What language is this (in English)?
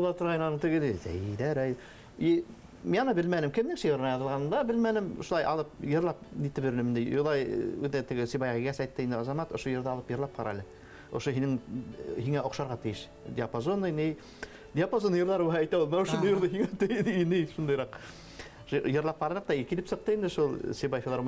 Bashkir